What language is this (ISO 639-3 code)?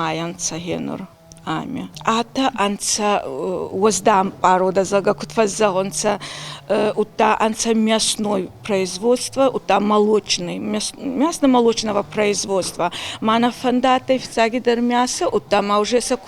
oss